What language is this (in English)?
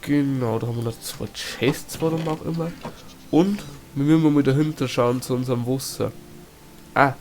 Bavarian